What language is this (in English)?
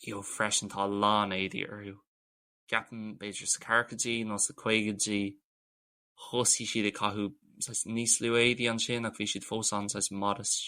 Irish